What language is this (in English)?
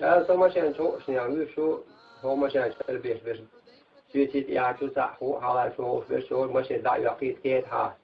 Chechen